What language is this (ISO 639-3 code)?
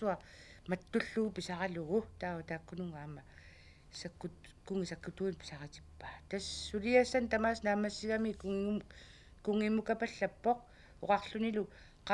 kal